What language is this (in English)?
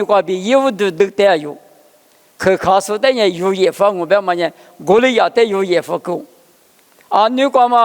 Lisu